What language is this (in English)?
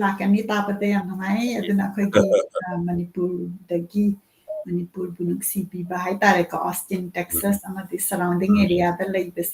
Manipuri